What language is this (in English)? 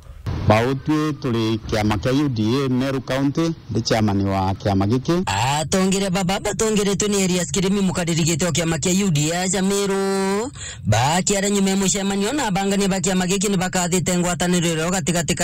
Meru